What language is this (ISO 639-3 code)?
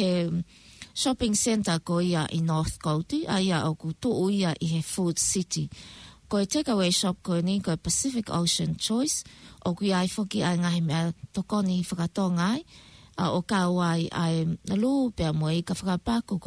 ton